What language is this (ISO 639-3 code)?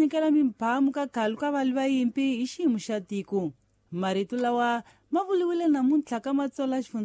tso